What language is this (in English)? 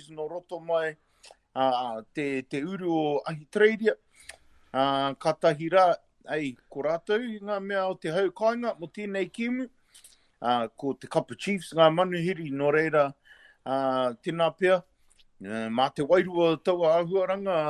Māori